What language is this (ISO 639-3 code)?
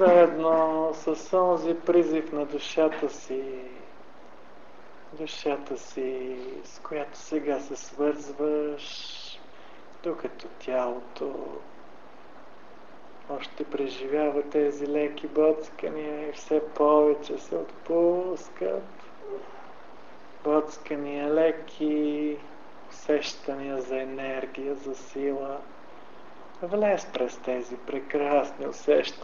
bul